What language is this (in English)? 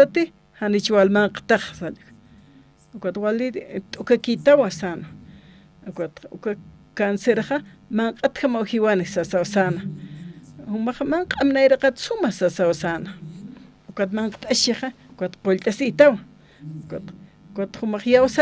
Aymara